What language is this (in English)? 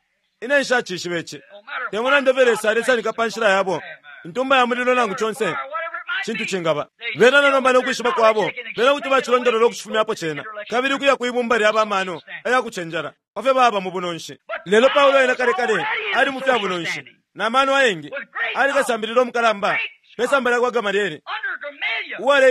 Bemba